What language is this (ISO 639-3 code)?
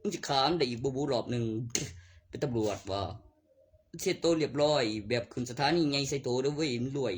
tts